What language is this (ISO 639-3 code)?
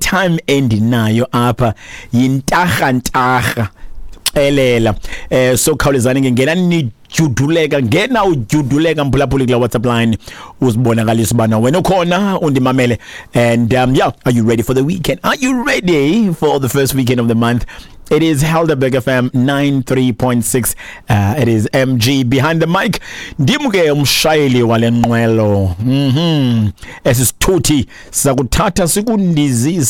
xho